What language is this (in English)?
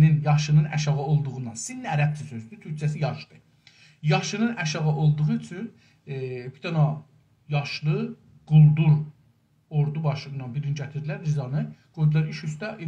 South Azerbaijani